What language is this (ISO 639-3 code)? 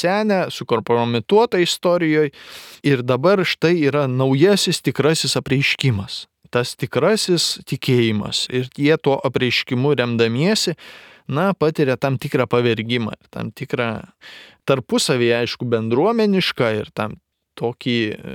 lit